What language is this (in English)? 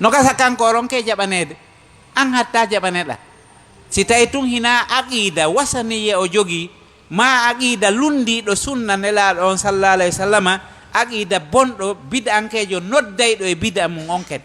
Fula